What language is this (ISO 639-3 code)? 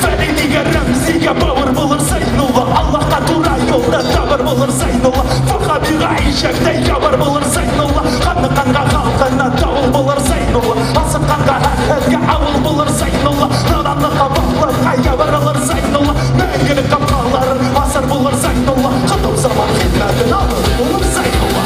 bak